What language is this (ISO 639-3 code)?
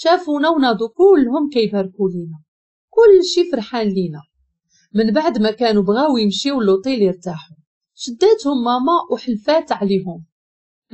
ary